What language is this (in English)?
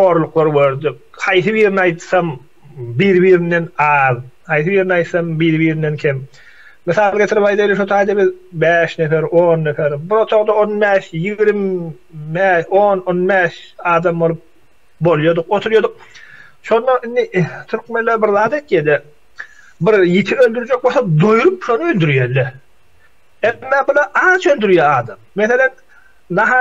Turkmen